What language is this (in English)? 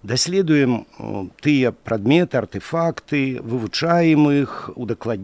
Belarusian